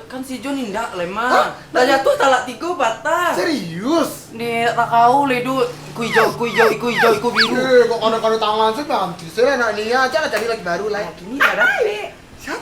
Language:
Minangkabau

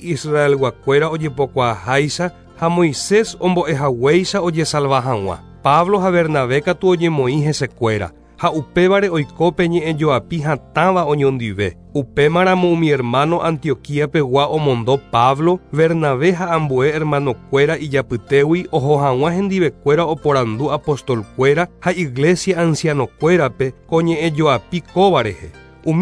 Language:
Guarani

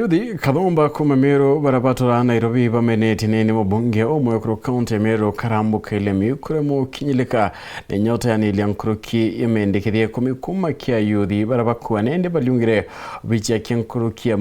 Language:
Meru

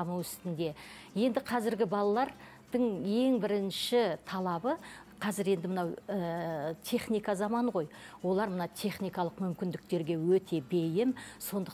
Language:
Kazakh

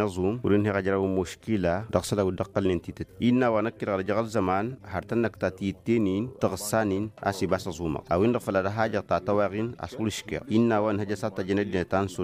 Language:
Tamasheq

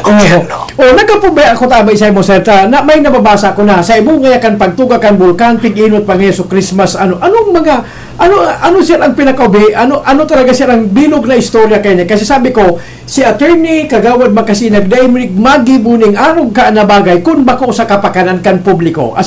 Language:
Bikol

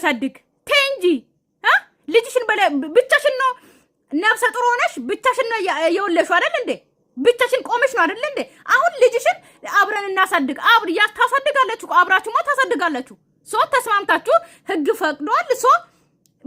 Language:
Amharic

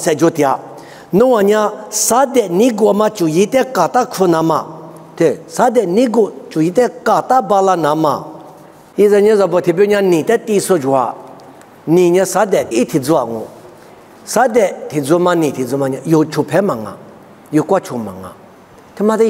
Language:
Lisu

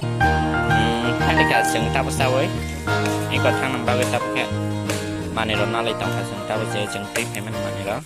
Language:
Kok Borok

